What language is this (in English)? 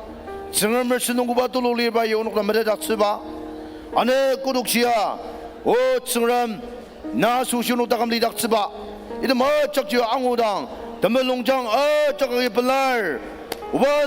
Ao Naga